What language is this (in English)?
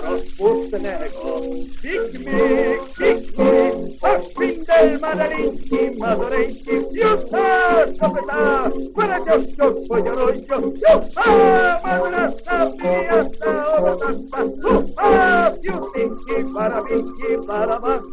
Polish